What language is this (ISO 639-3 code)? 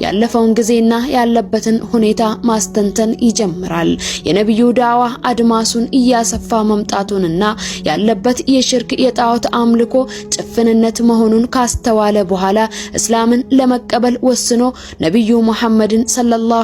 amh